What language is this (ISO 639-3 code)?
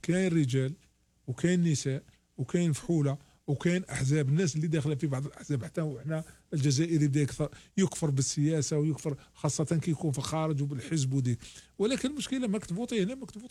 arq